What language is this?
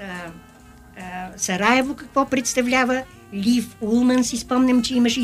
Bulgarian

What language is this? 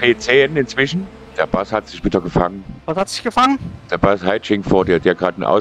German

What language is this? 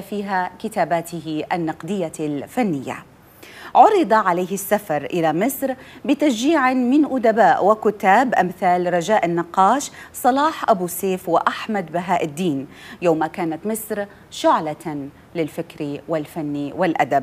Arabic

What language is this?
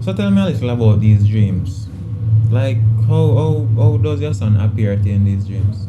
Jamaican Creole English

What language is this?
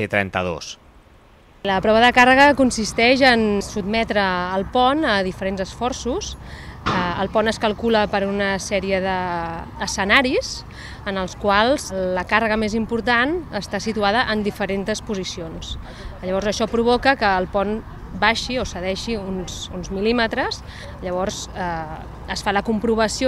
Catalan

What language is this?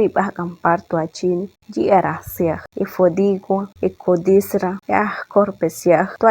Chortí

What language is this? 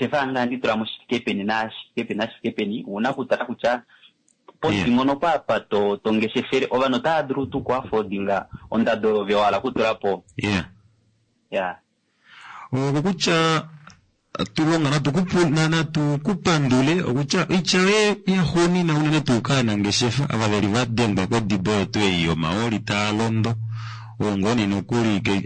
Kuanyama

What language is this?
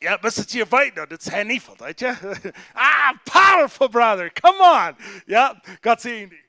Plautdietsch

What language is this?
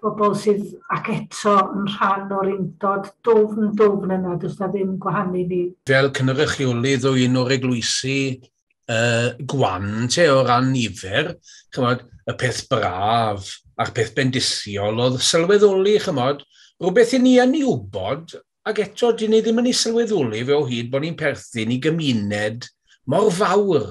Welsh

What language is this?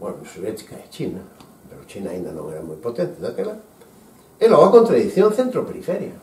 Galician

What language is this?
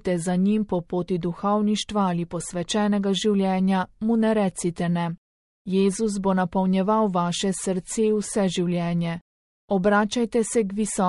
Slovenian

